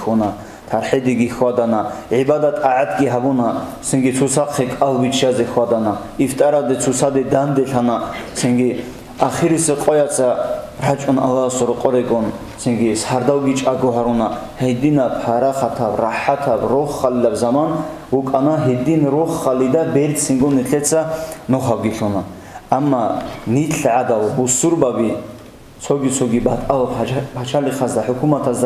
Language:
Avaric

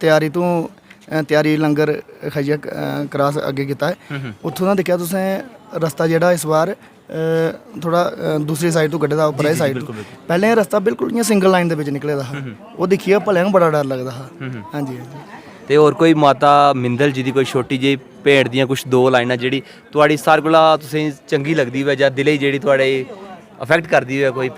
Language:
Dogri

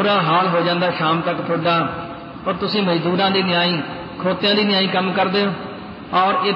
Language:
Punjabi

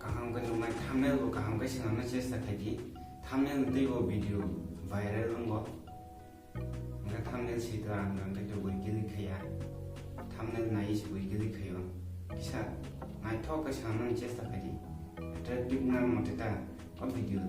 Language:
Kok Borok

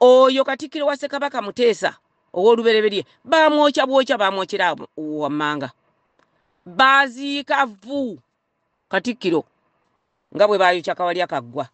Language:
Ganda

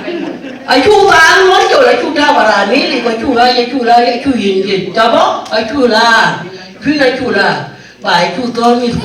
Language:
Dinka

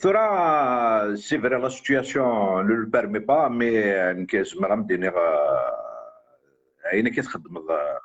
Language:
Kabyle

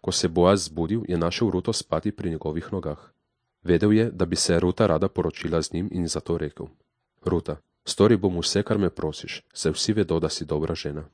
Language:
Slovenian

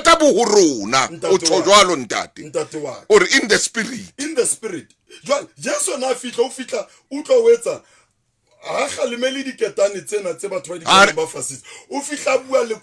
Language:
Southern Sotho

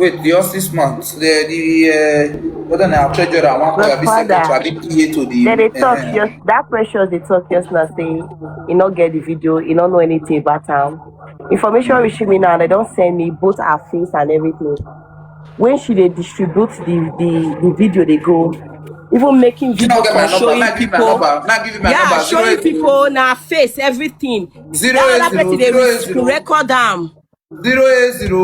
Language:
Nigerian Pidgin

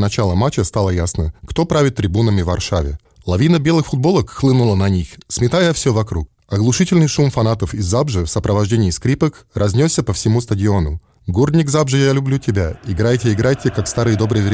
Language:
Russian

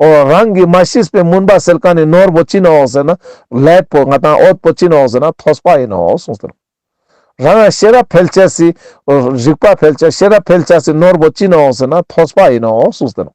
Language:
Ladakhi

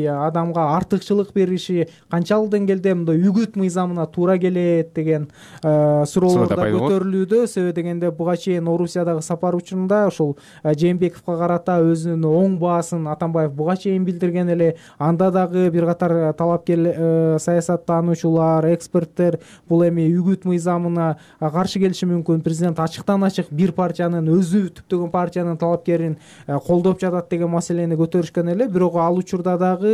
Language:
Kyrgyz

